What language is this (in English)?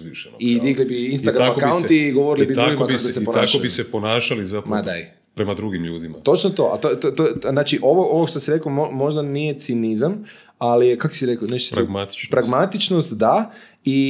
Croatian